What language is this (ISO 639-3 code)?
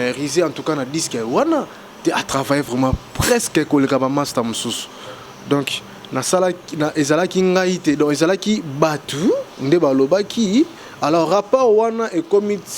lin